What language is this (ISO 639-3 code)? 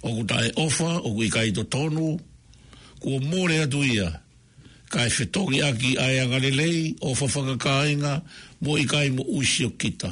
ton